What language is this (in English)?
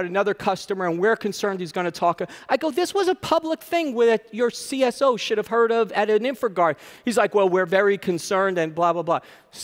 English